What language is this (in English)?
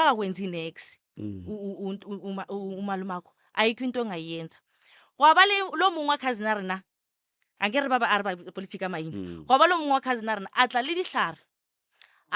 Northern Sotho